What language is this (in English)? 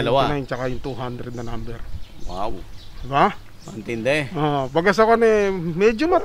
Filipino